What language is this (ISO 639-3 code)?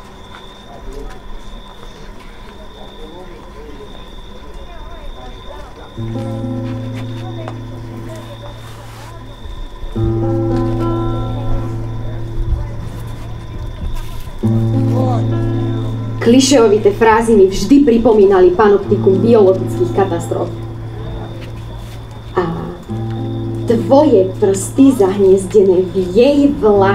slk